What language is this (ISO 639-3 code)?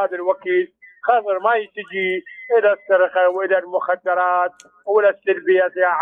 acm